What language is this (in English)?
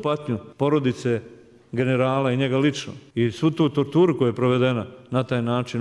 Bosnian